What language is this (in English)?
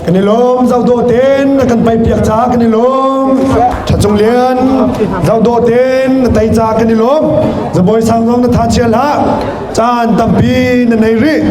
Hakha Chin